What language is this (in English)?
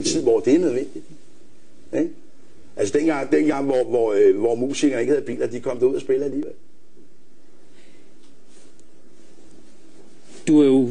Danish